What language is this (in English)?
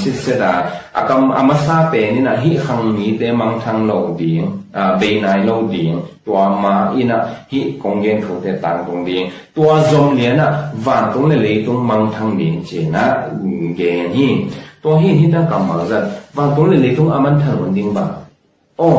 Tedim Chin